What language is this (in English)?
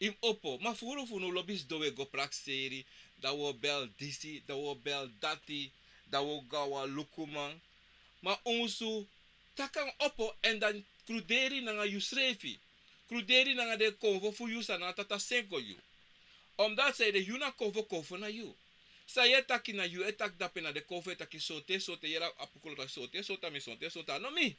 Sranan Tongo